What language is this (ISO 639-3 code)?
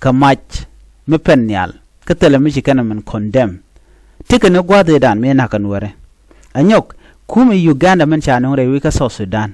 nus